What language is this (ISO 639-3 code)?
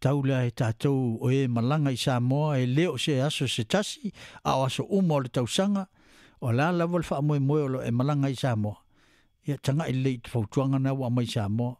smo